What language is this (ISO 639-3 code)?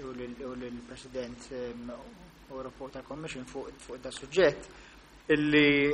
mlt